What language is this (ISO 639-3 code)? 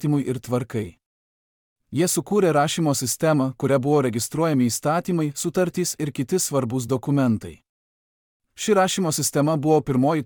lit